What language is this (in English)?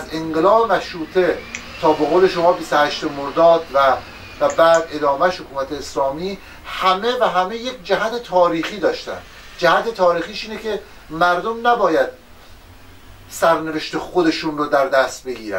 Persian